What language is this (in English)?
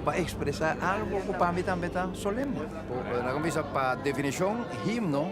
Papiamento